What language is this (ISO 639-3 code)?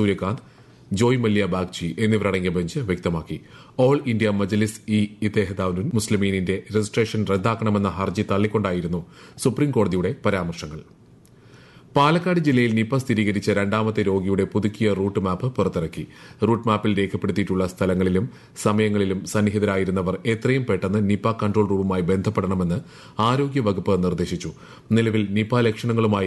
mal